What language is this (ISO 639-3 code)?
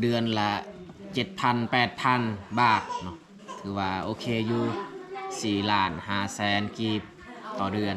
lao